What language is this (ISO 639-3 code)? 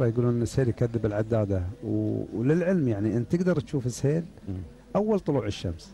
afb